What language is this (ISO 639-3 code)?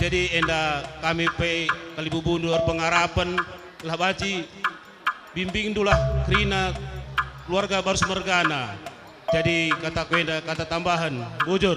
btx